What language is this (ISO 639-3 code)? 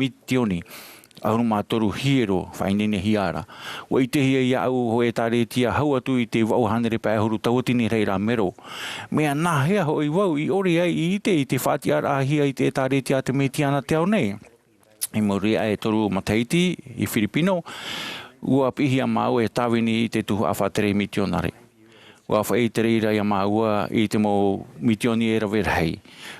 tah